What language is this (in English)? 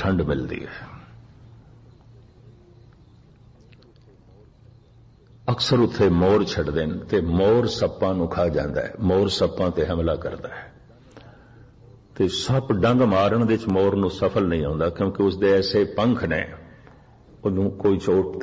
Punjabi